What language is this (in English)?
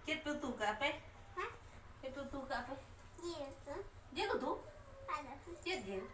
Santali